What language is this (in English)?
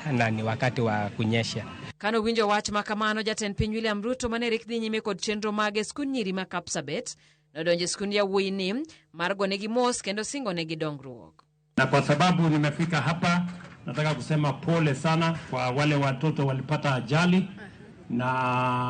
Luo (Kenya and Tanzania)